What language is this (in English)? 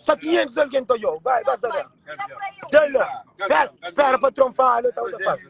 Kabuverdianu